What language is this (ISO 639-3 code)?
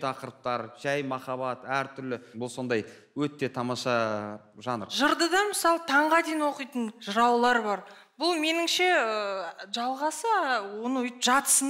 kaz